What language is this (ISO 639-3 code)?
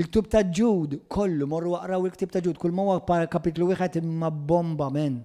mlt